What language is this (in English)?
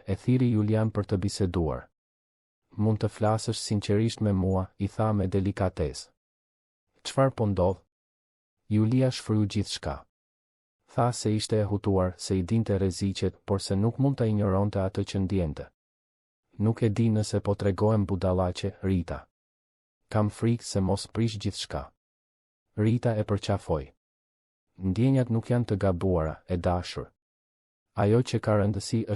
Albanian